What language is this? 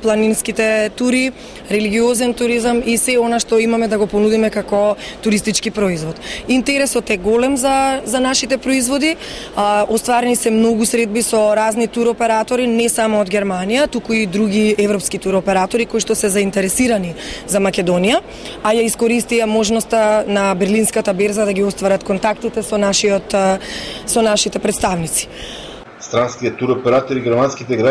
Macedonian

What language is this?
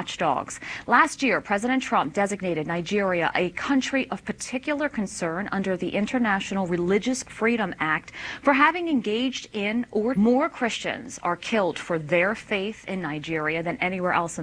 English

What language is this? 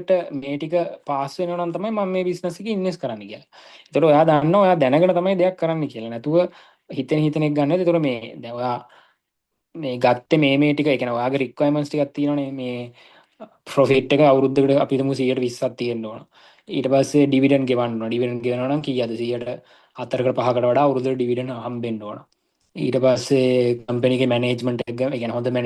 Sinhala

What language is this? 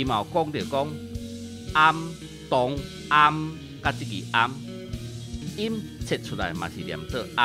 Min Nan Chinese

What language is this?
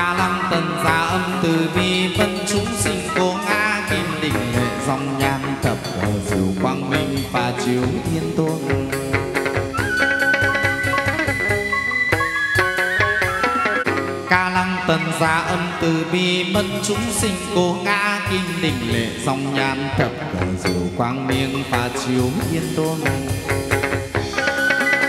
Vietnamese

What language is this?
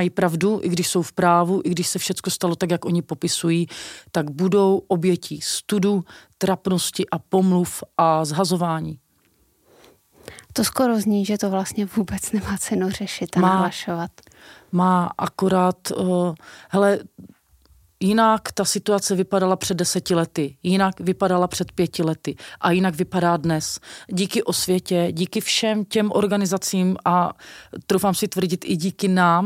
Czech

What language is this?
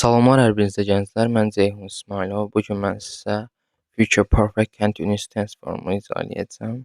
Azerbaijani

